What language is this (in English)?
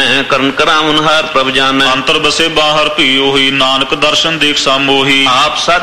Punjabi